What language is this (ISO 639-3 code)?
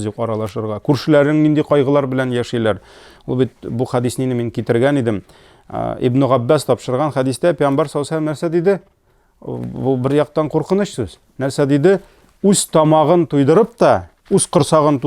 tat